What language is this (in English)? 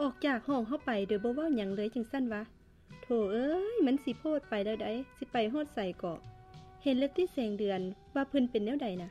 Lao